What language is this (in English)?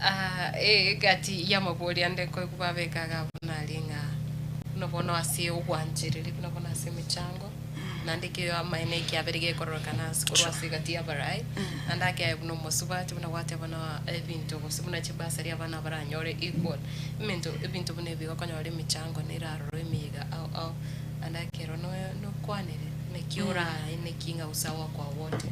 Gusii